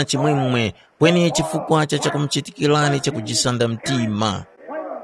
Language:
Tumbuka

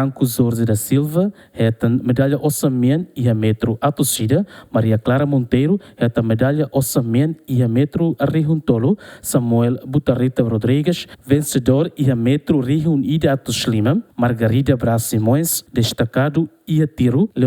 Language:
Tetum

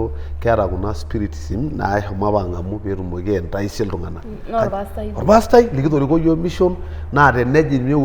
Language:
Masai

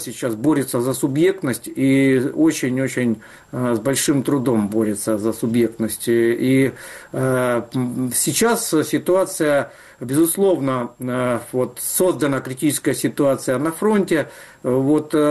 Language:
Russian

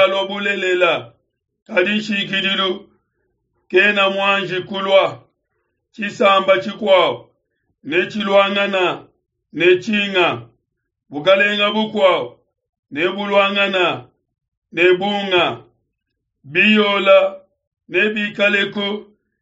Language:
Luba-Lulua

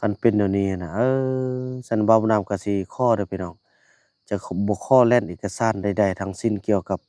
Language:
Lao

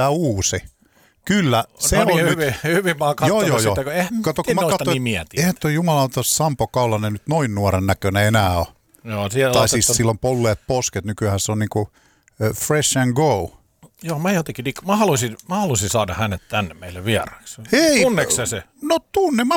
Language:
Finnish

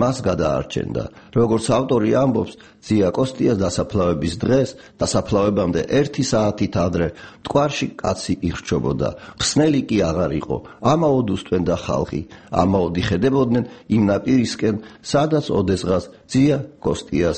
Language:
Georgian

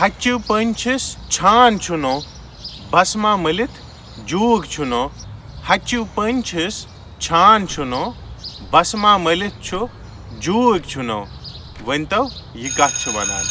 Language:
Kashmiri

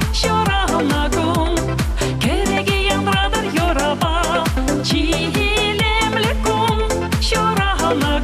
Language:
Chuvash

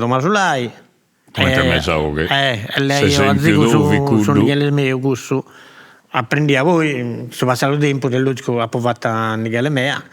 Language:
Sardinian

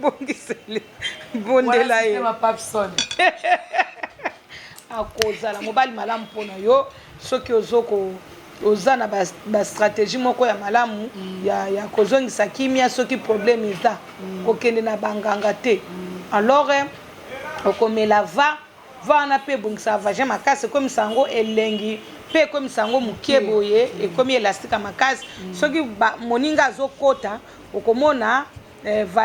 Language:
Lingala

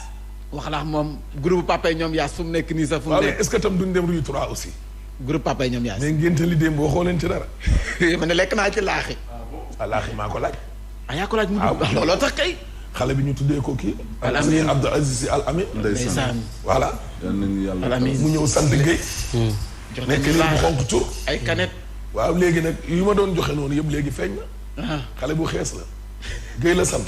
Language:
Wolof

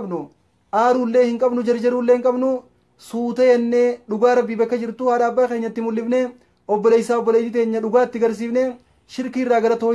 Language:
Oromo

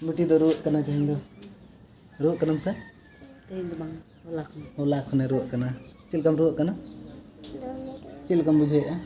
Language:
Santali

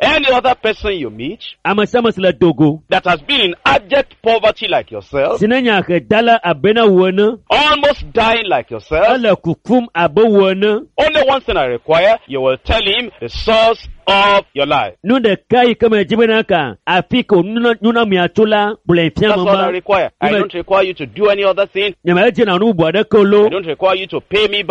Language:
Ewe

